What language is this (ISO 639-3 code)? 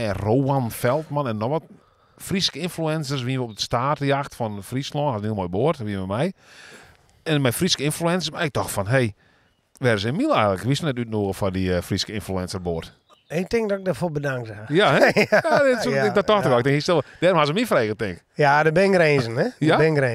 fry